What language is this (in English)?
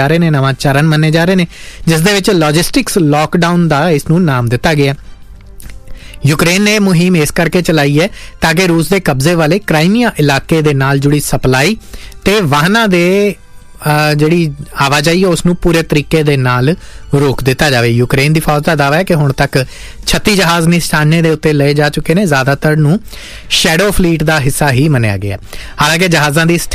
Punjabi